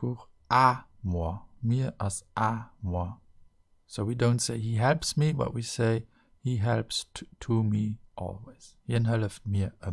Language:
Luxembourgish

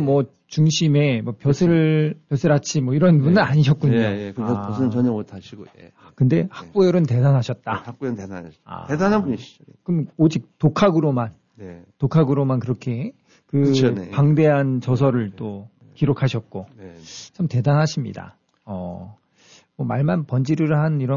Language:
Korean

